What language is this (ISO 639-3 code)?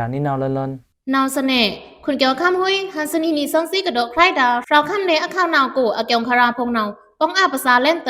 blk